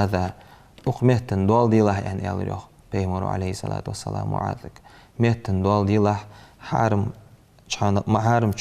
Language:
Ingush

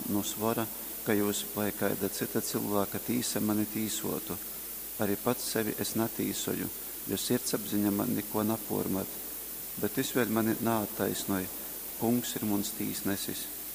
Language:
Latgalian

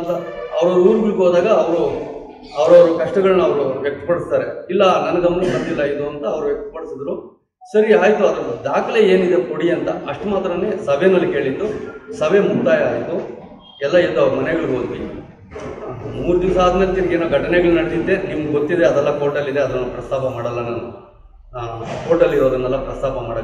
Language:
Kannada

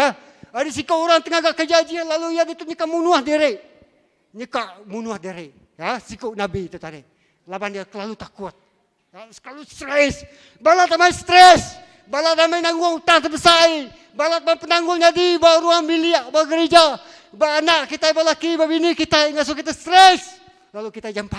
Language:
Iban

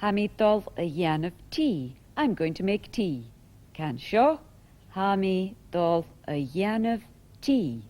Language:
Scottish Gaelic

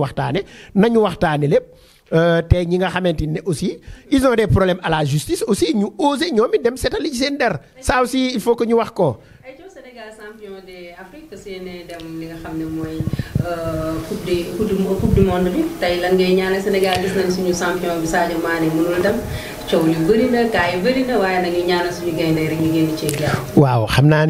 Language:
Wolof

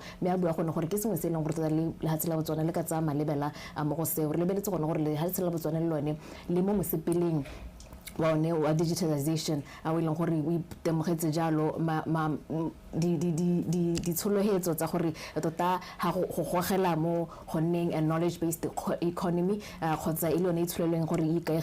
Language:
Tswana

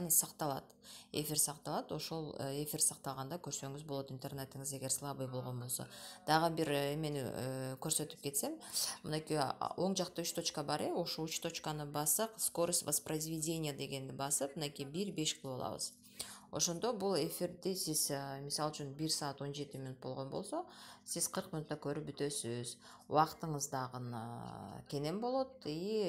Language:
Kyrgyz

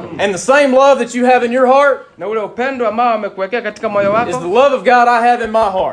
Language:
Swahili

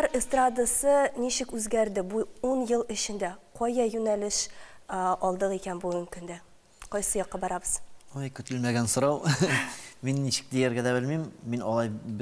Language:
Tatar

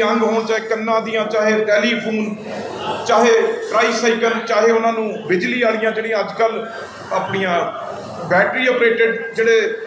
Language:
Punjabi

